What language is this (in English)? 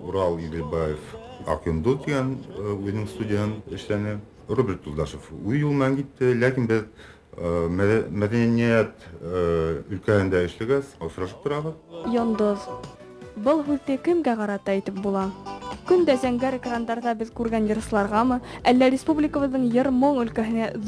Bashkir